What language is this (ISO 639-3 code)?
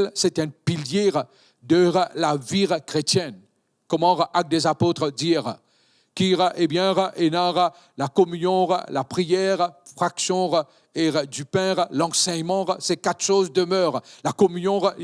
mfe